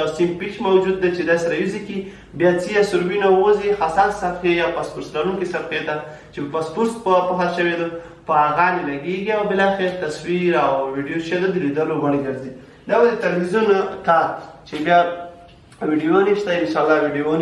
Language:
Pashto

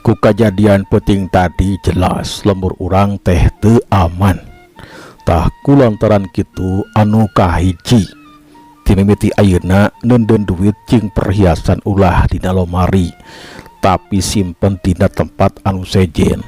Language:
Sundanese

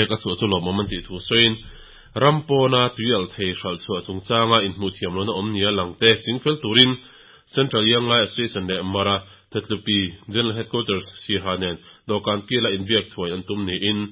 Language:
Mizo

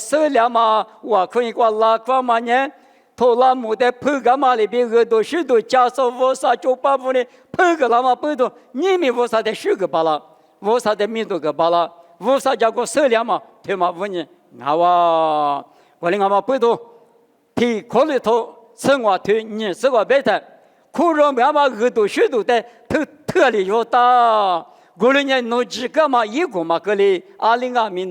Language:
Lisu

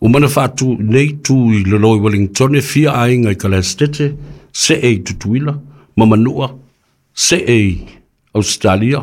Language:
Samoan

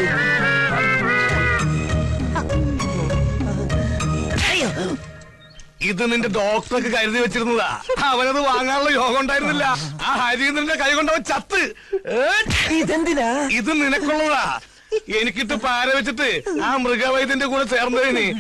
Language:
Malayalam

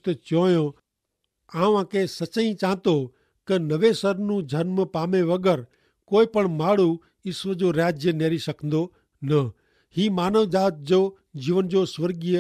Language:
Kachhi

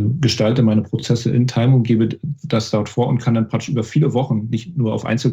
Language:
German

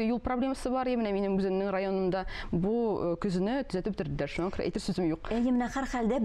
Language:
Tatar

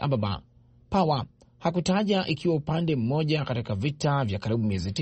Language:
Swahili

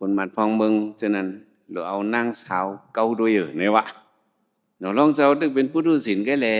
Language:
Shan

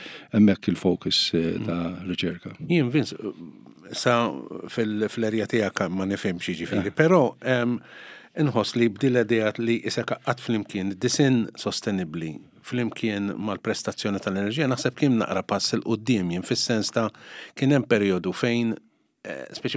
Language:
Maltese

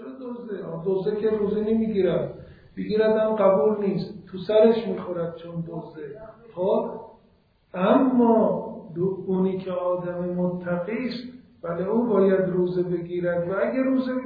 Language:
Persian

